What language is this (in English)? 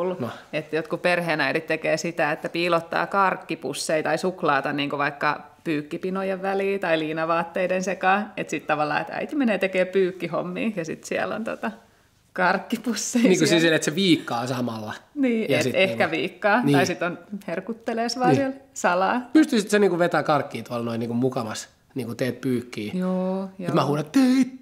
Finnish